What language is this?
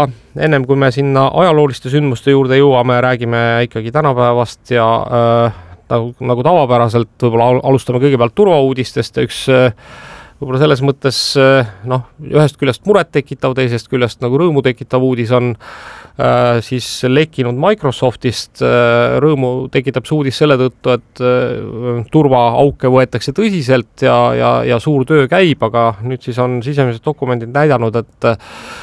Estonian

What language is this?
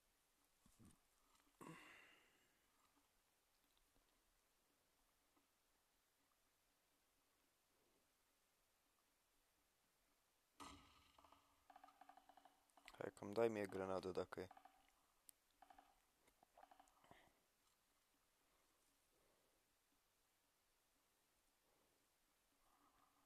Romanian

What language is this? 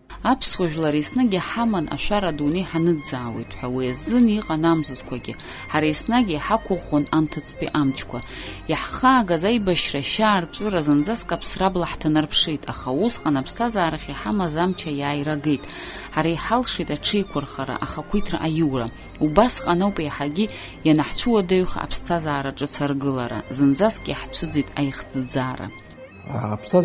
Abkhazian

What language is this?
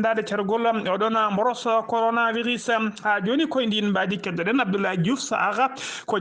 Fula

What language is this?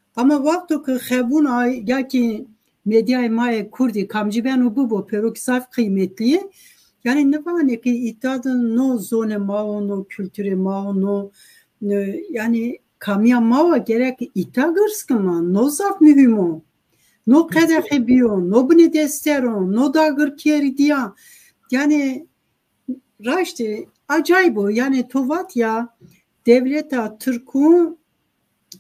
Zaza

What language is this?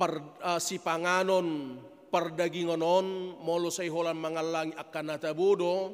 Batak Toba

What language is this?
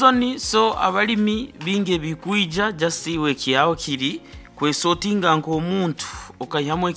Nyankole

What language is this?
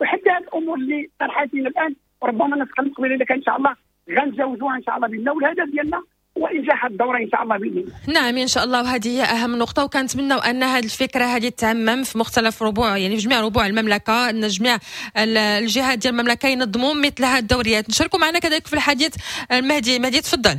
Moroccan Arabic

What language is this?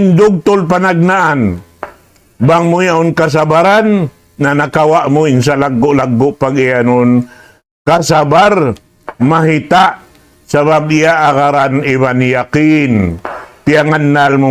Tausug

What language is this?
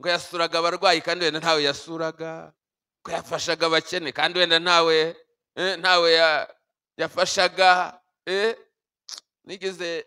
Kinyarwanda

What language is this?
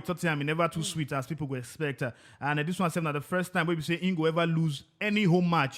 Nigerian Pidgin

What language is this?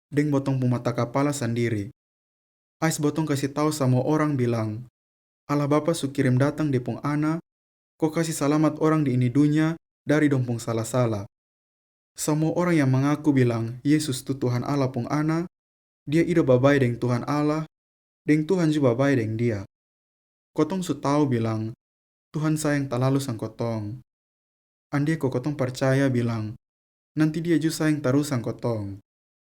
Kupang Malay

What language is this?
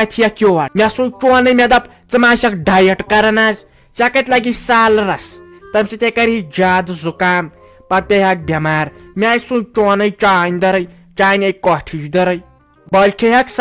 Kashmiri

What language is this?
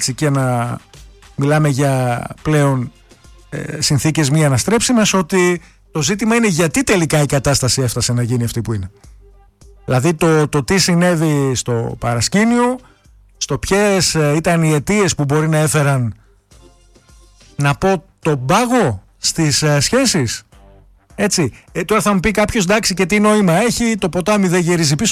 Greek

